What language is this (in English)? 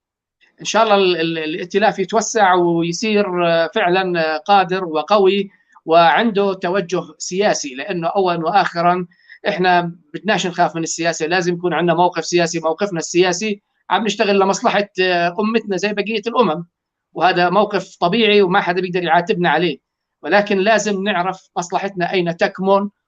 North Levantine Arabic